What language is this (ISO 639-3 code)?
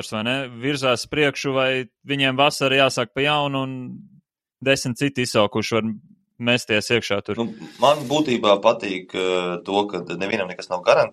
lav